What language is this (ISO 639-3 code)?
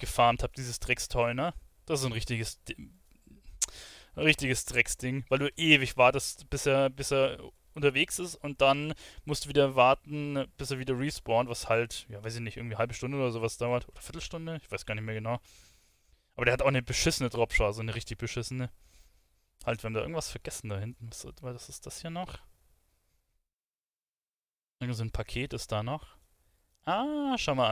deu